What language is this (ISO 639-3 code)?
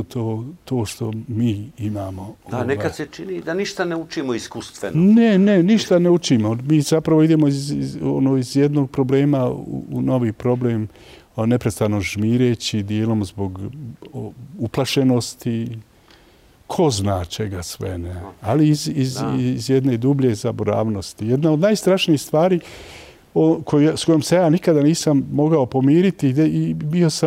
bos